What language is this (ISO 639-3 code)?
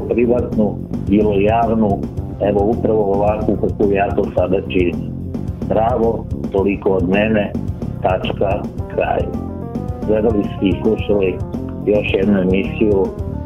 srp